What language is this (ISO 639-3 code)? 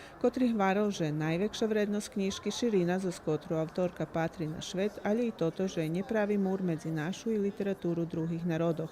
rue